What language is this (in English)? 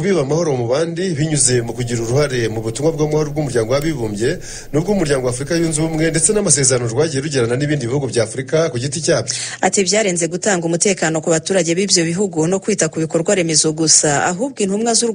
Kinyarwanda